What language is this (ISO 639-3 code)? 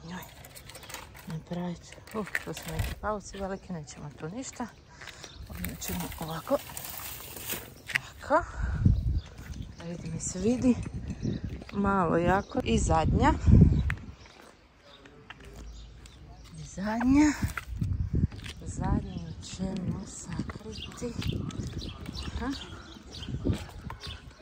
hrv